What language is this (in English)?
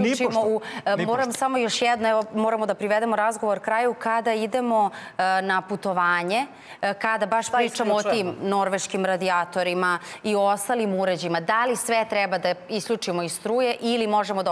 Serbian